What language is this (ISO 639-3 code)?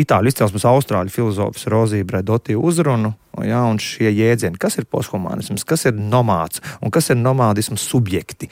lav